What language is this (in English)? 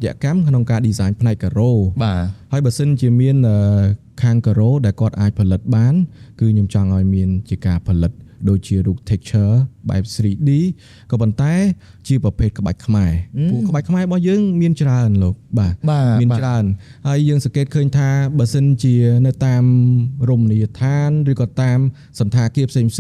Khmer